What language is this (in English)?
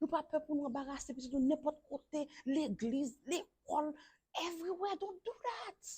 Haitian Creole